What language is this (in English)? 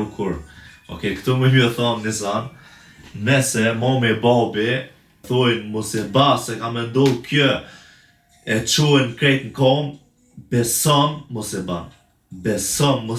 Albanian